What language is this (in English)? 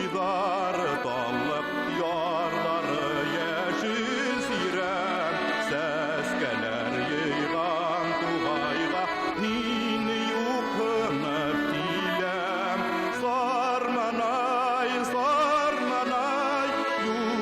Bashkir